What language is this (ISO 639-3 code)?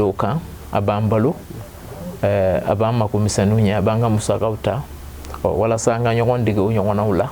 bam